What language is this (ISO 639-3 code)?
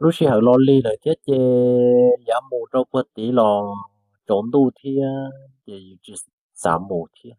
hmn